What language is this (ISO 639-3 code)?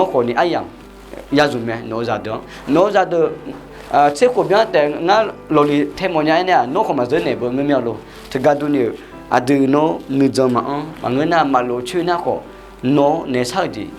ahk